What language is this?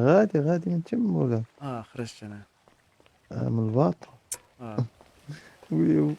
Moroccan Arabic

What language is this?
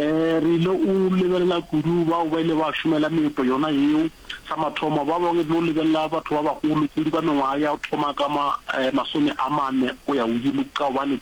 Northern Sotho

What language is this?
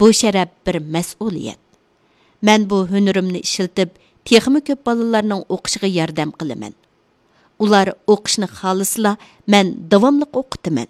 Uyghur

